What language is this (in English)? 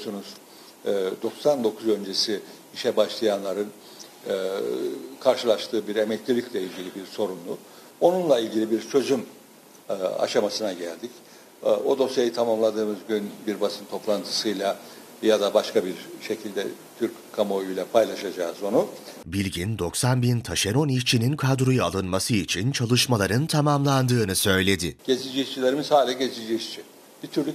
Turkish